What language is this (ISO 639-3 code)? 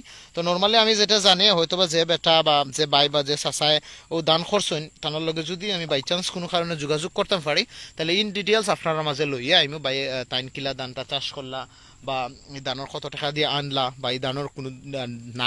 syl